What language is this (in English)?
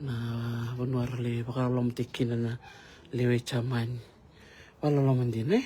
Fijian